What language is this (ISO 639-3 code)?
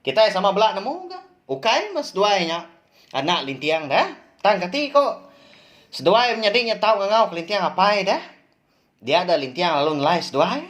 iba